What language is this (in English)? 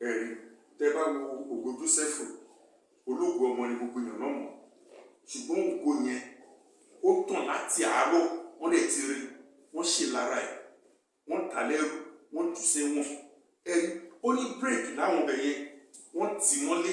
Yoruba